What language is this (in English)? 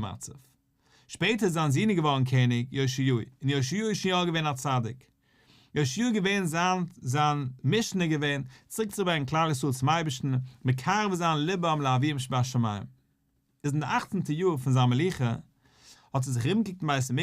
Yiddish